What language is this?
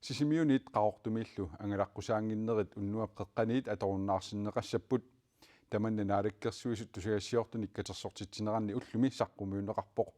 Kalaallisut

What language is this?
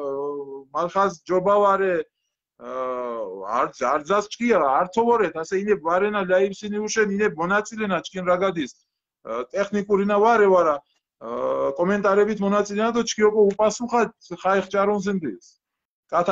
Mingrelian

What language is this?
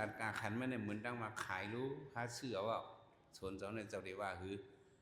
Shan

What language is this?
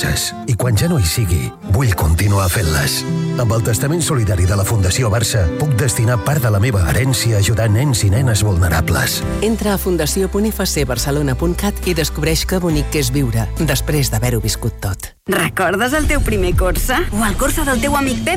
Catalan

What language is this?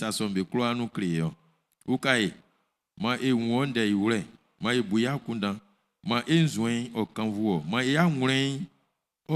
Baoulé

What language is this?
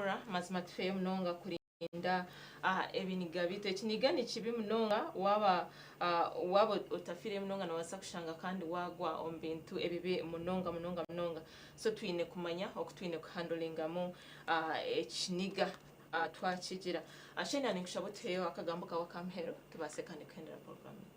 Nyankole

